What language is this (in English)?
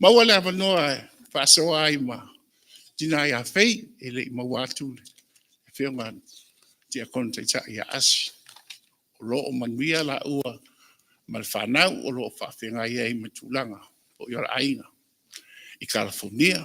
Samoan